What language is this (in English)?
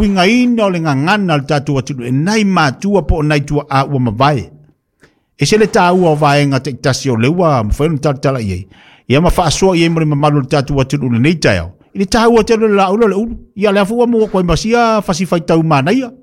Samoan